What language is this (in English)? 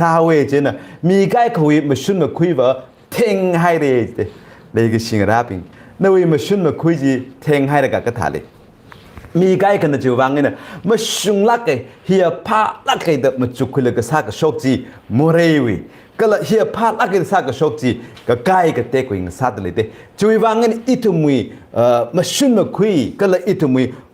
Tangkhul Naga (India)